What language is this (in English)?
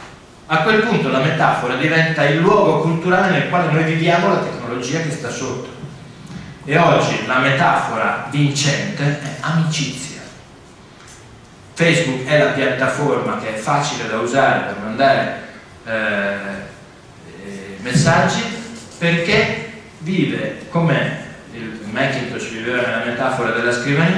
Italian